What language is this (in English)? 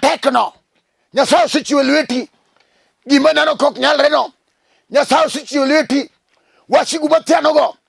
Luo (Kenya and Tanzania)